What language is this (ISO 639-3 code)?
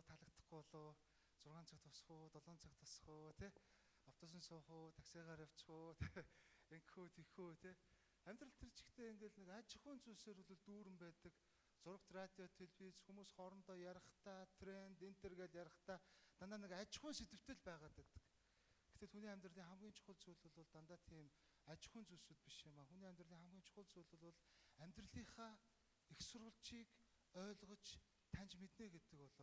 mon